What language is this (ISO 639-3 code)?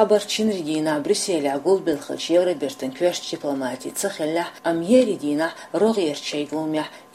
che